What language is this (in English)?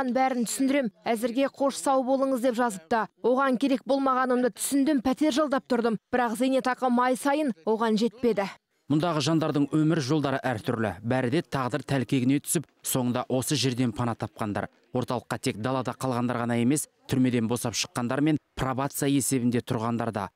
Kazakh